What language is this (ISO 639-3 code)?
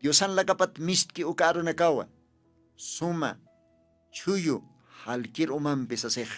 aym